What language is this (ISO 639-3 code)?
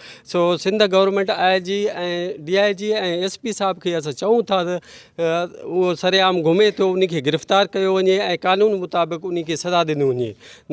snd